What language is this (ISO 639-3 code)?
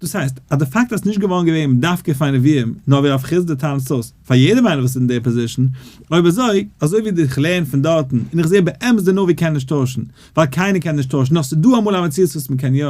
yid